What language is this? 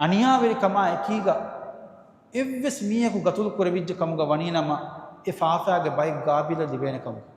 Divehi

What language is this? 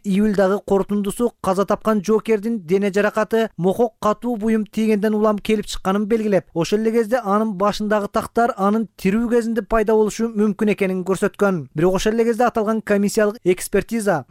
Kyrgyz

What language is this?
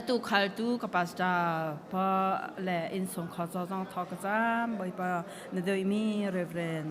Hakha Chin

